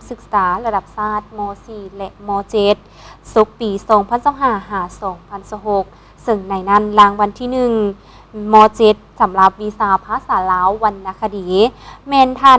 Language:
Lao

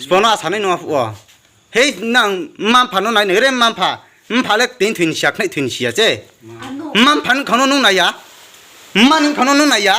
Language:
Riang (India)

